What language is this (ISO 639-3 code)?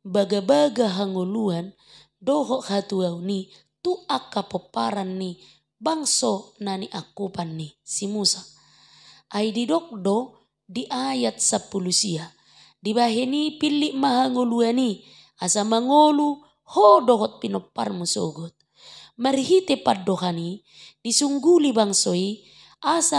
bbc